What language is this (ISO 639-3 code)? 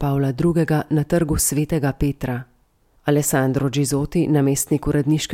slv